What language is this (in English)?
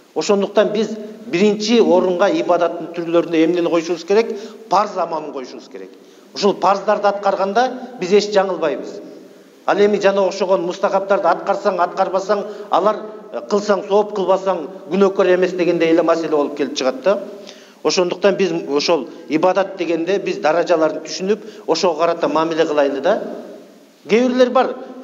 Kyrgyz